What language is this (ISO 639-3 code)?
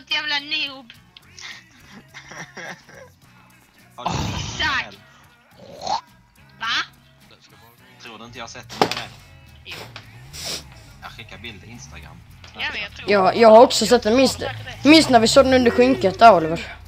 swe